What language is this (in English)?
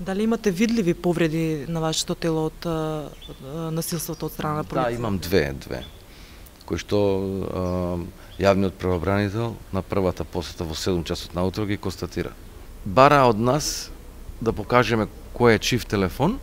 Macedonian